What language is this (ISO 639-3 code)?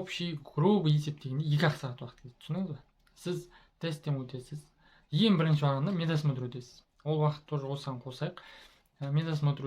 kaz